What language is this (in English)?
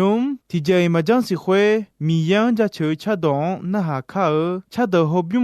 Akha